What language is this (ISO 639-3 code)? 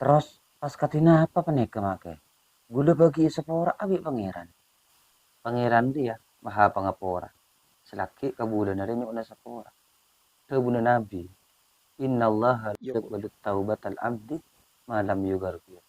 mad